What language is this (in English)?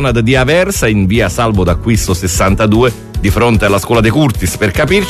Italian